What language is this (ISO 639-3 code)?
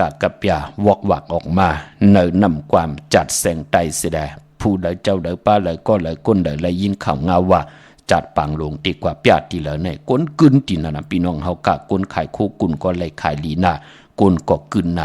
shn